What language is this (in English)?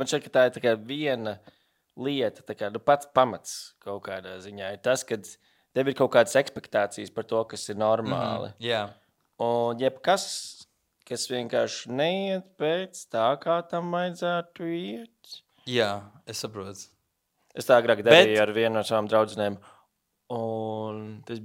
Latvian